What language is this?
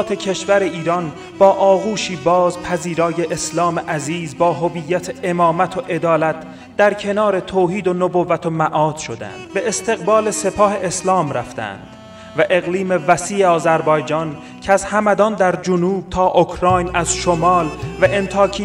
Persian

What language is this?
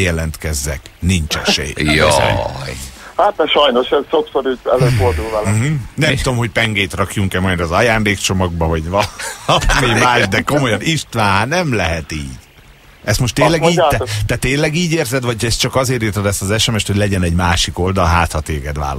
Hungarian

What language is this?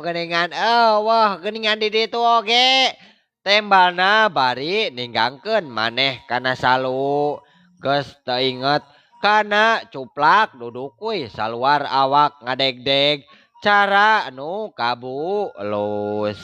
Sundanese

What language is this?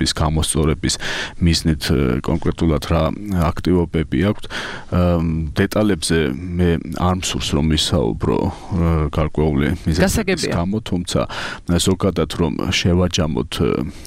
Georgian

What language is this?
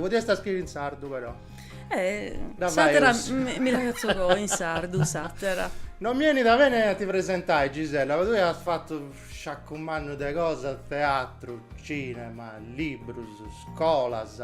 Sardinian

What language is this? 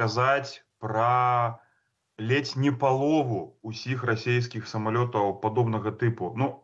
Belarusian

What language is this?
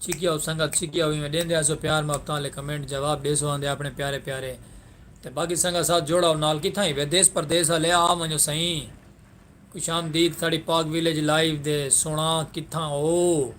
Saraiki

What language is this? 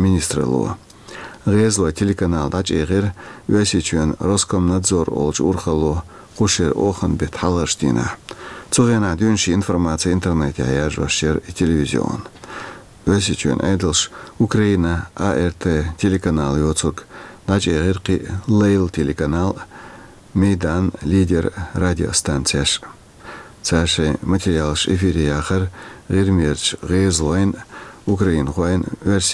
Chechen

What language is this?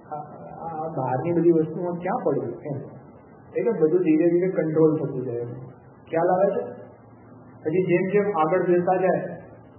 Gujarati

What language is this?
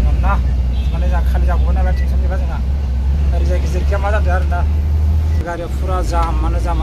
Bodo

